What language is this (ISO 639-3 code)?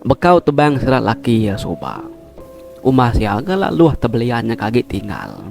iba